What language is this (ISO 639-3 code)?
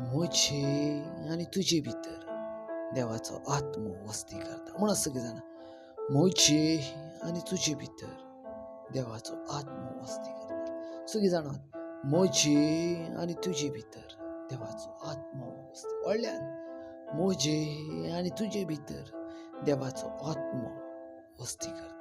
kok